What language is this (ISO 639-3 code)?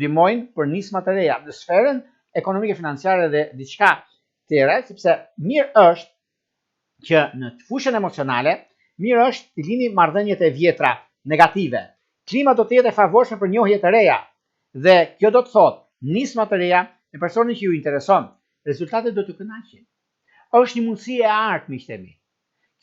sqi